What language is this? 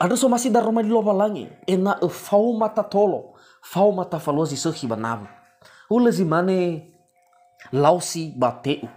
Nias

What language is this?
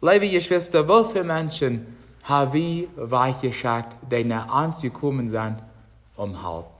Plautdietsch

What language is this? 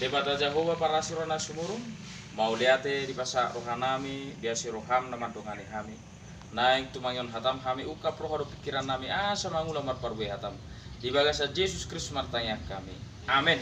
Batak Toba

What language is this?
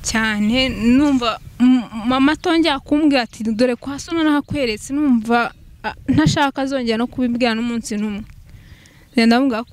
Kinyarwanda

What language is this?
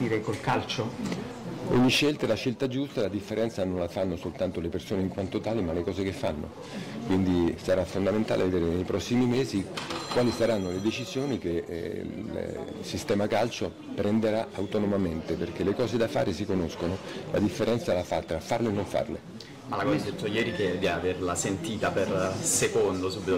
Italian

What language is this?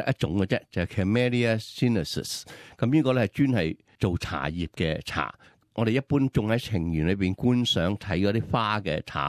Cantonese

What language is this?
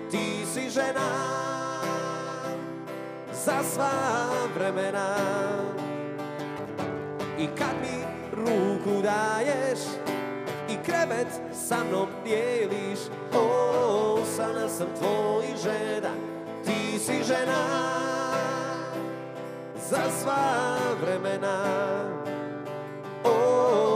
Croatian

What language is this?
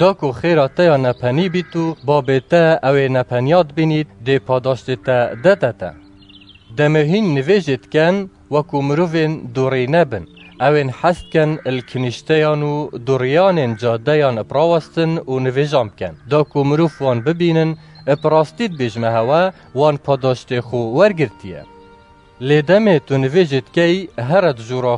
Kurdish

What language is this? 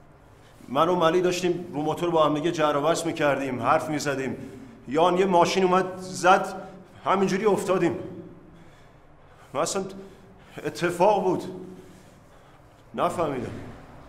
Persian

